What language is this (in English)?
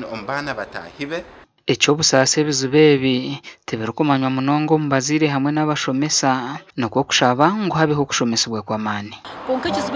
Nyankole